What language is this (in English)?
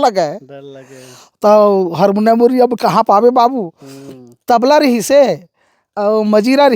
Chhattisgarhi